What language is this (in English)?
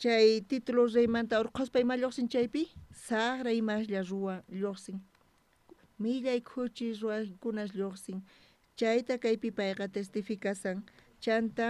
South Bolivian Quechua